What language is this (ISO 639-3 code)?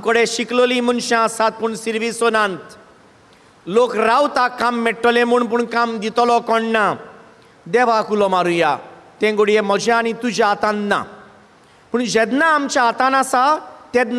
kok